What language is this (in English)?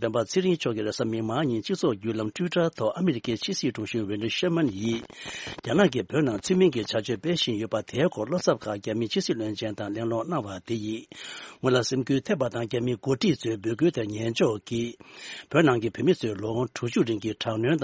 Tibetan